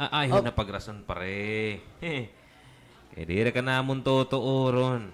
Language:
Waray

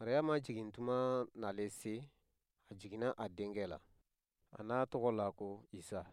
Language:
Bambara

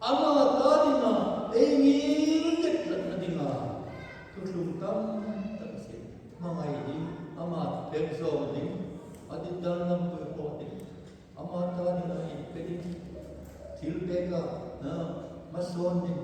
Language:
Hmar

